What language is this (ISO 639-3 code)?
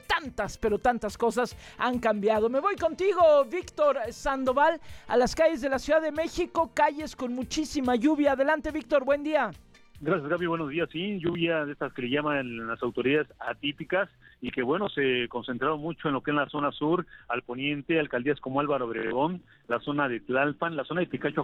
spa